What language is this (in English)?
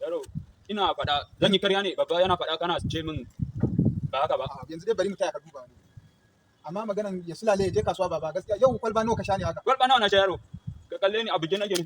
Hausa